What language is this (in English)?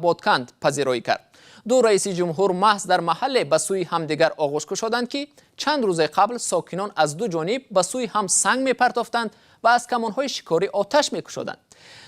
Tajik